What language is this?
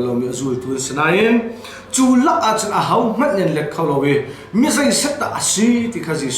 Hakha Chin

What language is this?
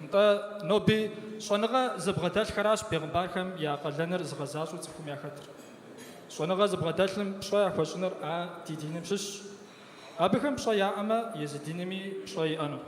Kabardian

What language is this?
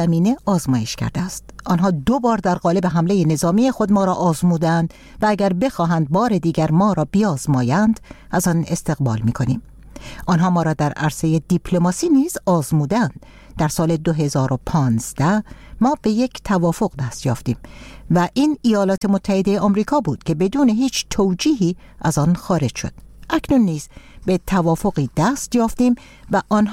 Persian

